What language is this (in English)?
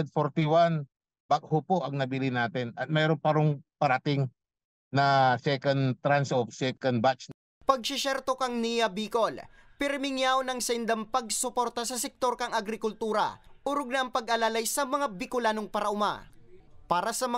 Bikol